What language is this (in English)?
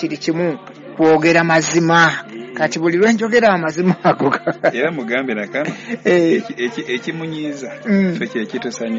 Ganda